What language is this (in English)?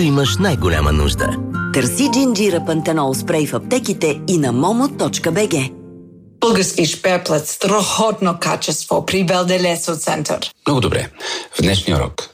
Bulgarian